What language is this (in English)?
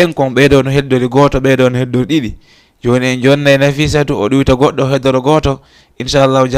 Fula